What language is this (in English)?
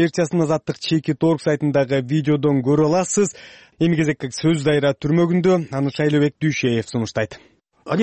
Kyrgyz